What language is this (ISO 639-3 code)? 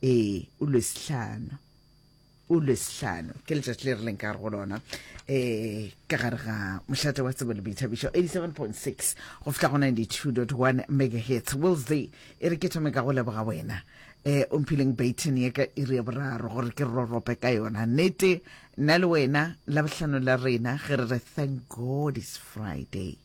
nso